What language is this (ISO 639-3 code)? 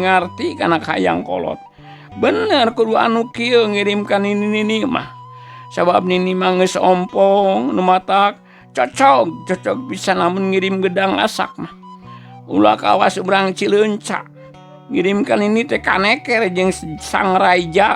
sun